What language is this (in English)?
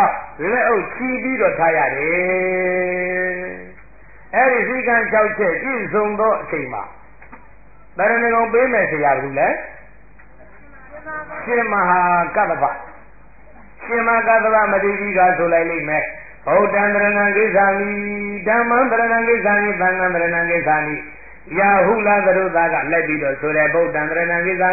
Burmese